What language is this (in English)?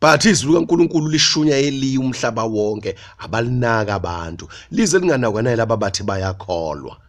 Zulu